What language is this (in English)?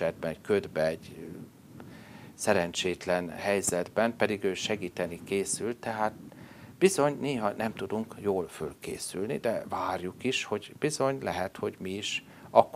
Hungarian